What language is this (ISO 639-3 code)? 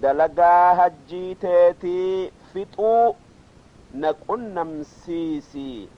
orm